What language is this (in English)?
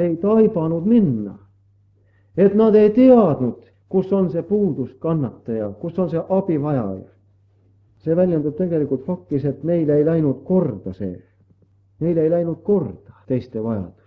Estonian